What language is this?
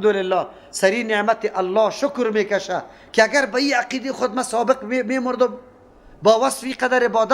Persian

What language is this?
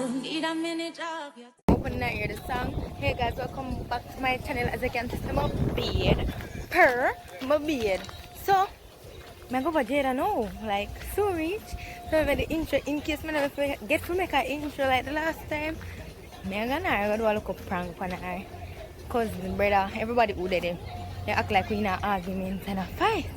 Jamaican Creole English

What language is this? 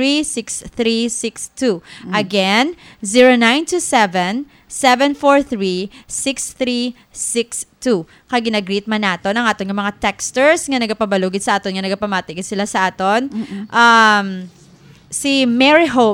Hiligaynon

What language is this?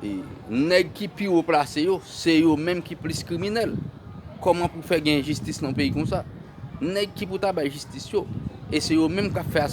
Haitian Creole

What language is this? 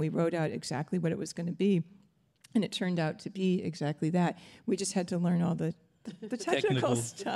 English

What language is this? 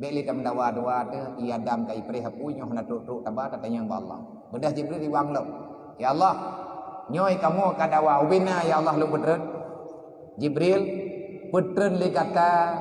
Achinese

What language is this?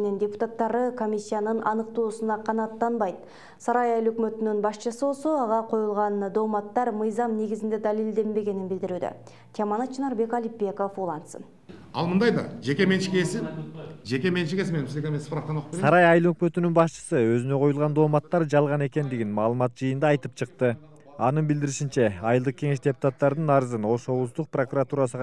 Kyrgyz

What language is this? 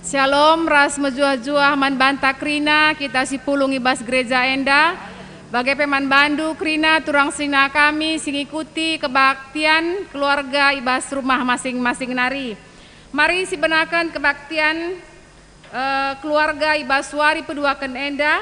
Batak Karo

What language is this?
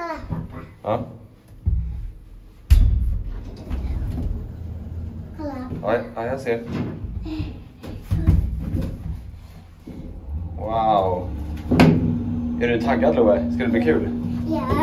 Swedish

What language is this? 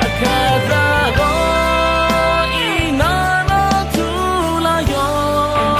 Akha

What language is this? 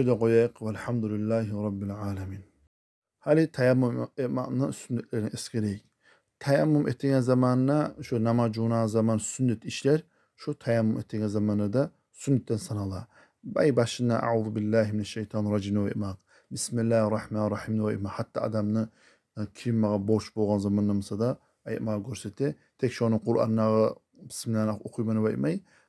Kumyk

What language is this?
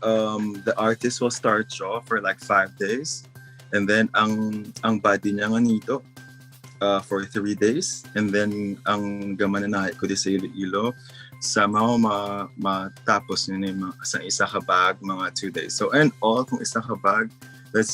Hiligaynon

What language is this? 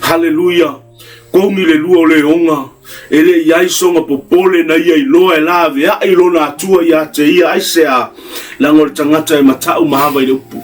Samoan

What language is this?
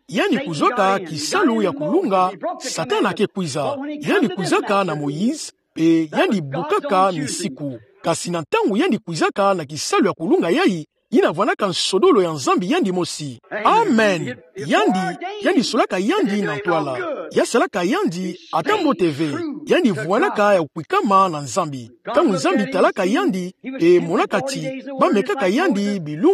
Kituba (Democratic Republic of Congo)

